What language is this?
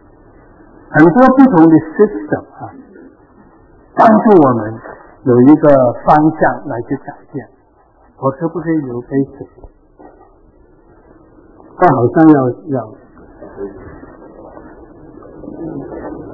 Chinese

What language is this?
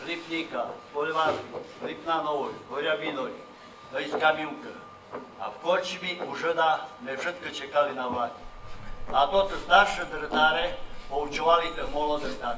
Rusyn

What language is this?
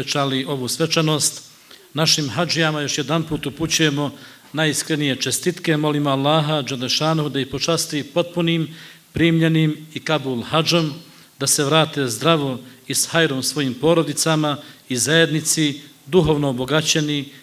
Bosnian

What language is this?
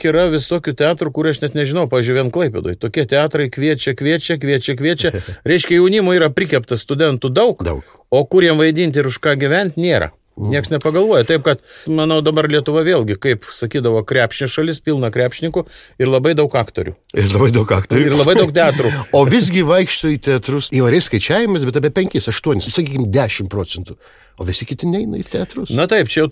Lithuanian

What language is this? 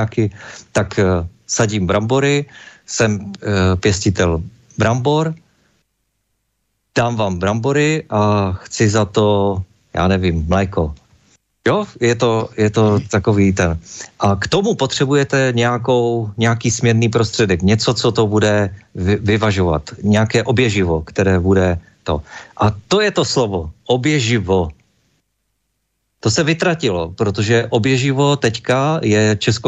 Czech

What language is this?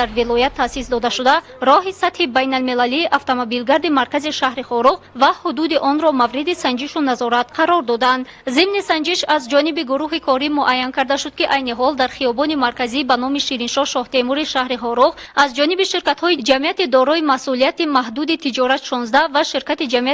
Tajik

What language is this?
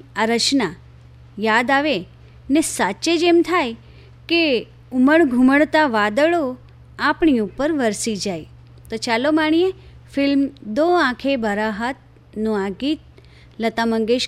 Gujarati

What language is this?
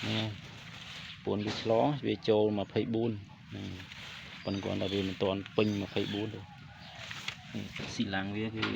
Khmer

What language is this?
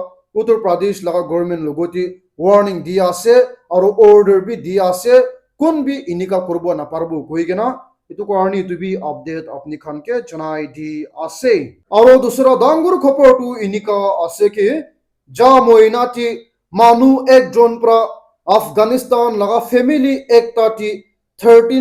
Naga Pidgin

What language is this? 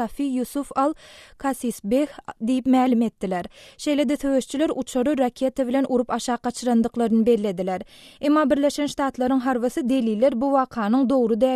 Turkmen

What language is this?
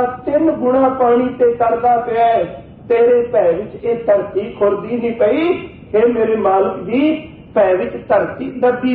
Punjabi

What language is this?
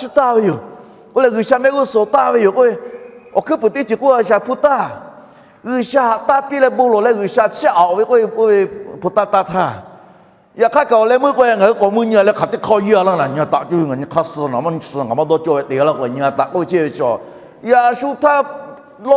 Lahu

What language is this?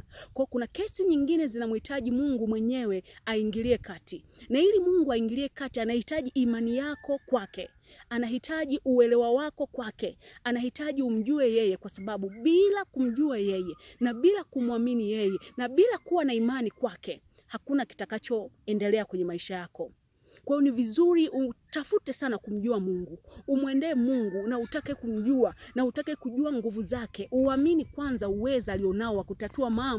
Swahili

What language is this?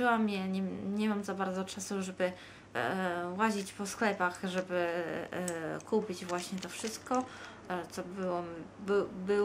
Polish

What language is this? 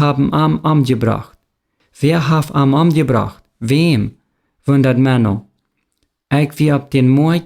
Plautdietsch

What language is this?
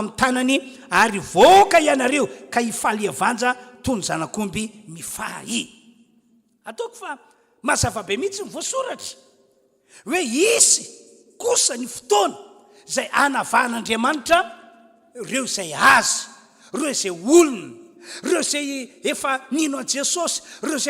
Malagasy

